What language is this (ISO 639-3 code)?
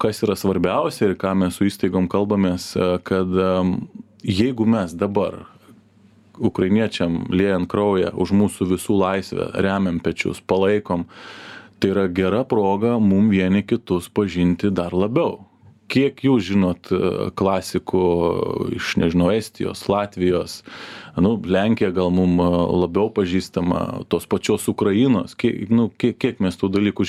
lit